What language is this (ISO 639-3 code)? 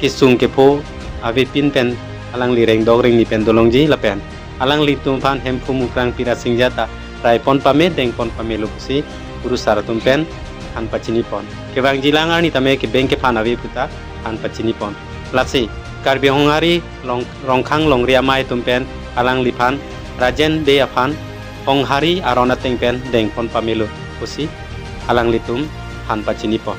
mjw